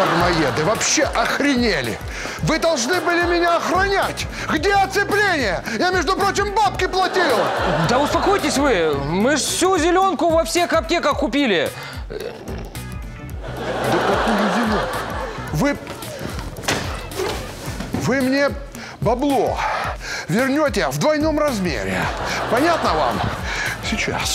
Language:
Russian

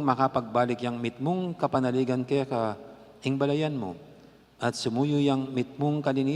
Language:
Pampanga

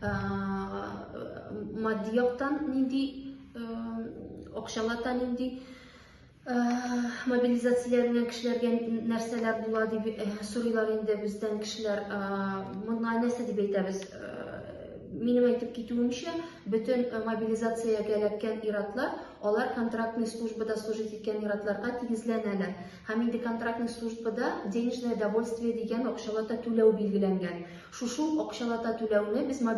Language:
Tatar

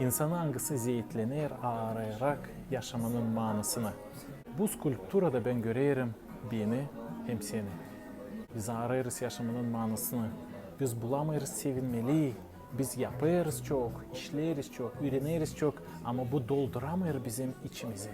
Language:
Gagauz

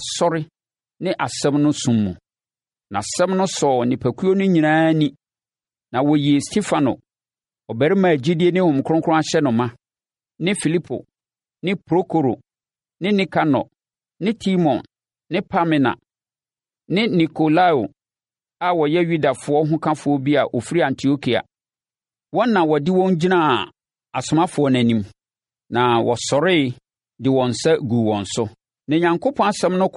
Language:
Akan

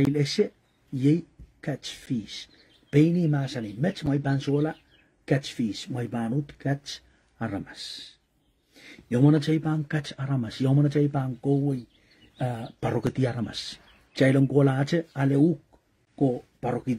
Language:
Pohnpeian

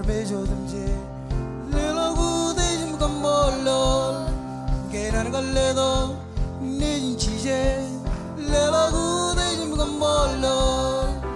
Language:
Marshallese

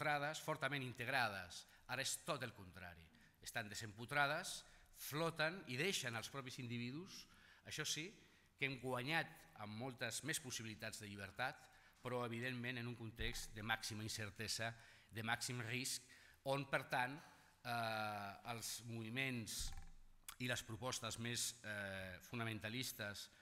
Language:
Catalan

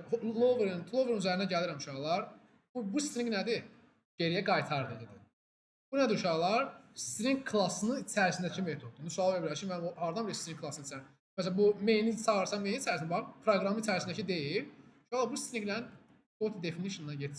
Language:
Azerbaijani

